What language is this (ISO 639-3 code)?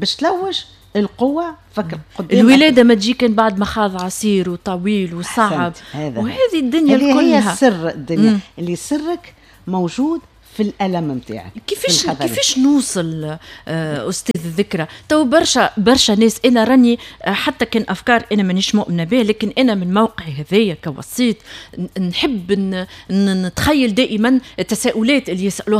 aeb